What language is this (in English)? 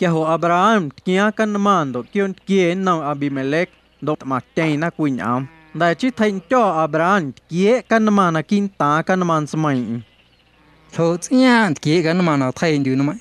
Guerrero Amuzgo